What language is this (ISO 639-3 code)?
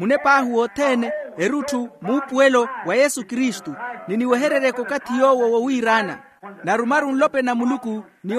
vmw